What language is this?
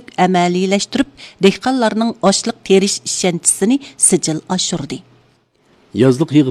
Uyghur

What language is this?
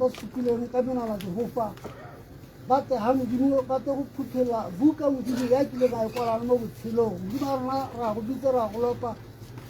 Tswana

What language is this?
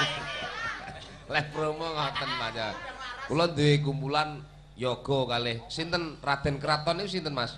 Javanese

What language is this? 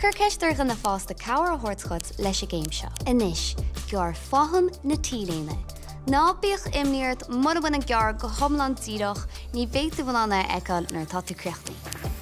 Irish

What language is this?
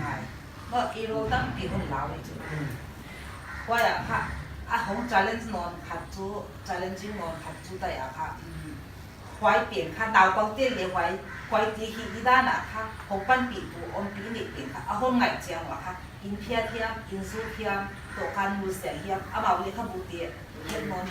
Paite Chin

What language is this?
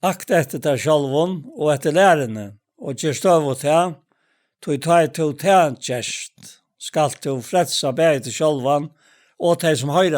Faroese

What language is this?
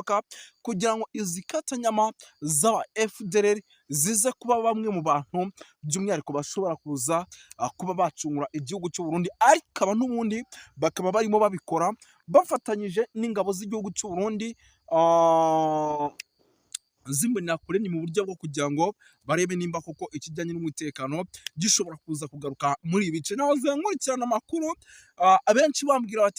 Kinyarwanda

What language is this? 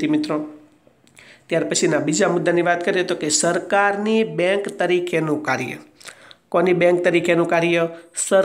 Gujarati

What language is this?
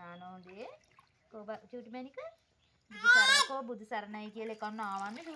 Sinhala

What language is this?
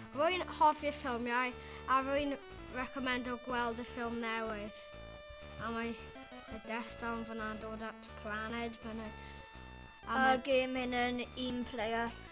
Welsh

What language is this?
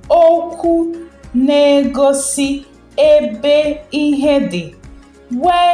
Igbo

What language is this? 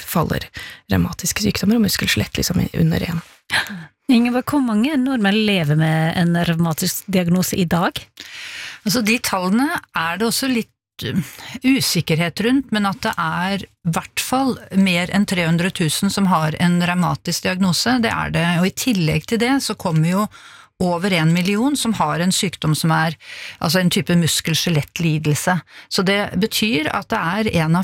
Norwegian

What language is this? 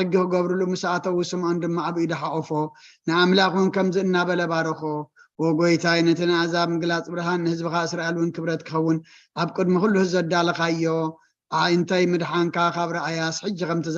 Tigrinya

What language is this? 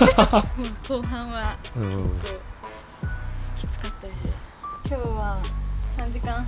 Japanese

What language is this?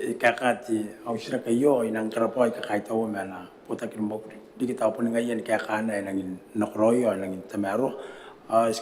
Gilbertese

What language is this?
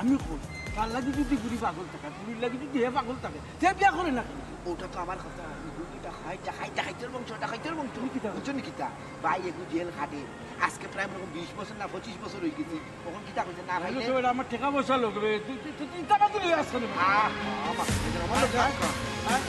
Sylheti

